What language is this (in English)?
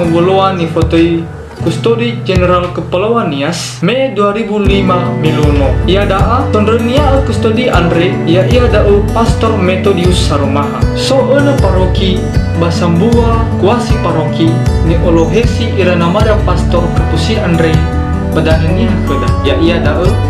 Nias